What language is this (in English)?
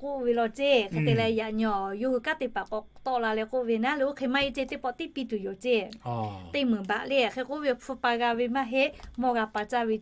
Lahu